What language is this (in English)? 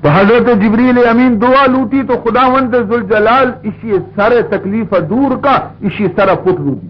Baluchi